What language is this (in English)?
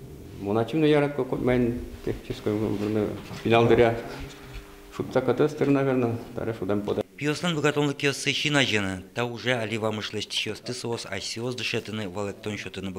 Udmurt